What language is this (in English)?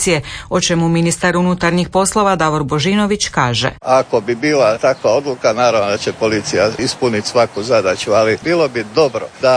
Croatian